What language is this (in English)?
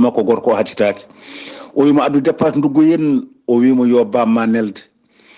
Fula